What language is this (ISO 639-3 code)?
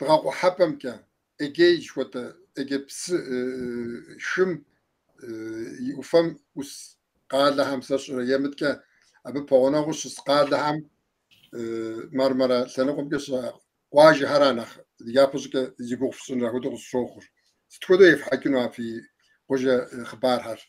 kbd